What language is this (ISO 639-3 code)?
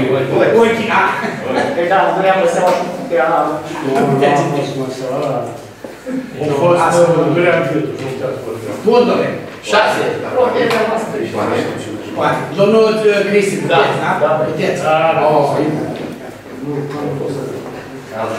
ron